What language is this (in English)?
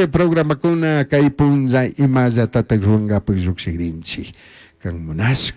Chimborazo Highland Quichua